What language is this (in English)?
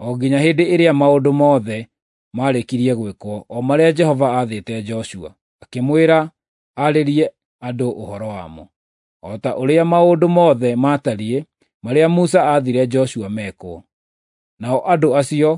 Kikuyu